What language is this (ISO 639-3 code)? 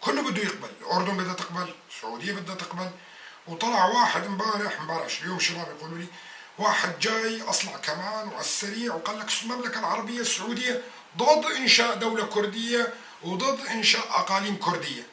apc